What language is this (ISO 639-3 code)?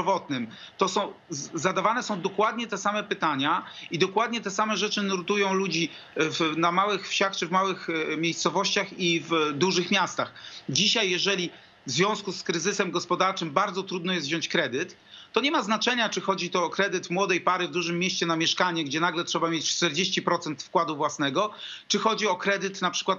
pol